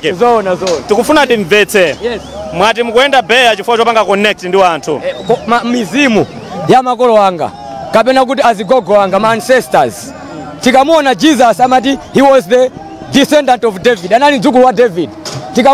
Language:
Nyanja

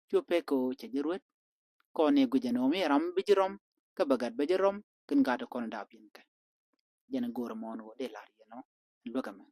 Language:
Nuer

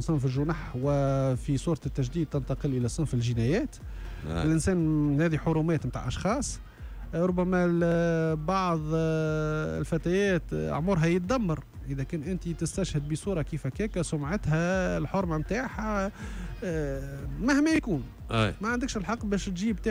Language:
Tunisian Arabic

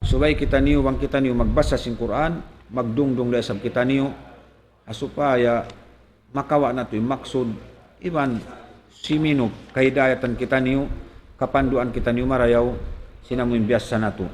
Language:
Tausug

